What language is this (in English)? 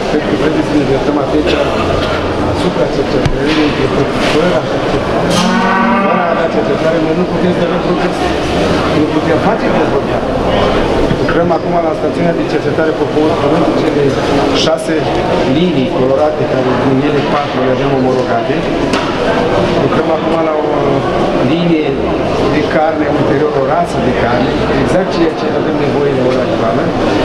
Romanian